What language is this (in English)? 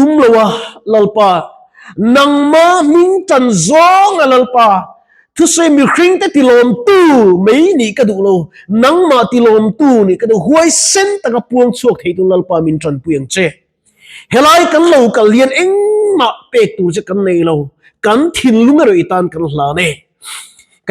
Mizo